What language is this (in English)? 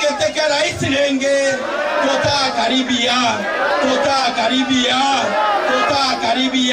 Meru